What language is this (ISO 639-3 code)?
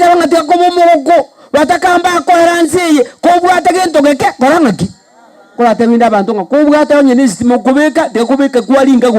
guz